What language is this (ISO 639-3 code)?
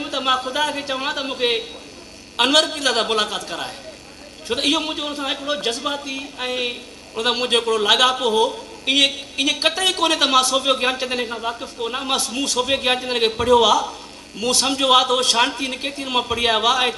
snd